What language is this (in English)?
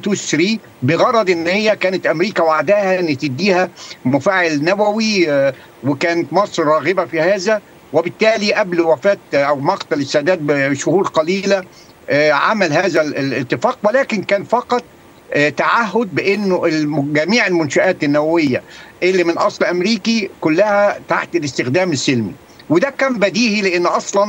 Egyptian Arabic